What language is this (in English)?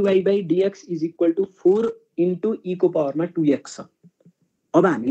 Nepali